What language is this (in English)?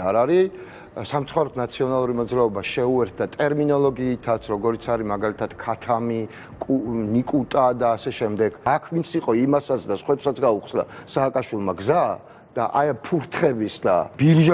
Georgian